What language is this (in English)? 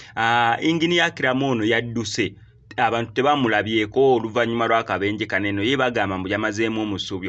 Ganda